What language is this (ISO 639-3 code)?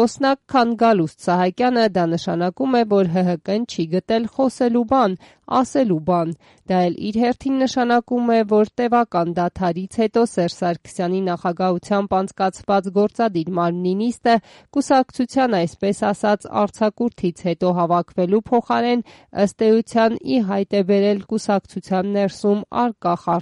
hye